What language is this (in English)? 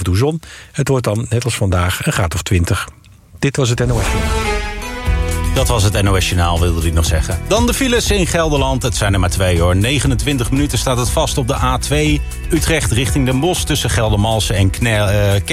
Dutch